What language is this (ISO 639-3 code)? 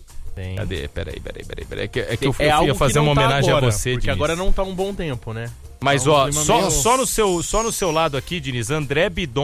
por